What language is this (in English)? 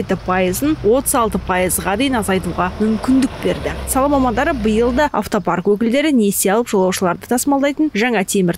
Kazakh